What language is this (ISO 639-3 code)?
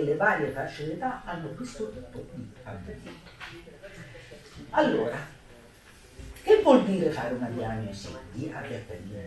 ita